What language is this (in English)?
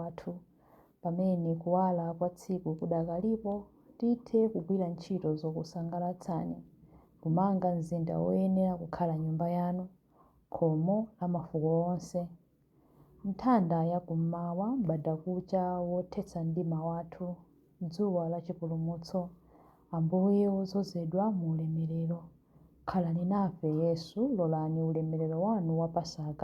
Nyanja